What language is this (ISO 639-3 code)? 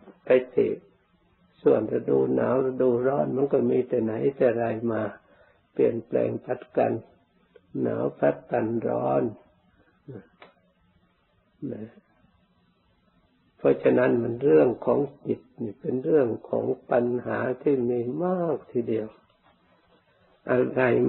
tha